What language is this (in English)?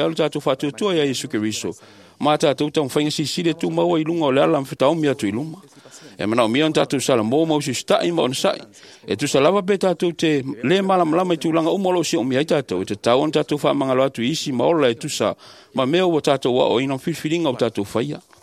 Samoan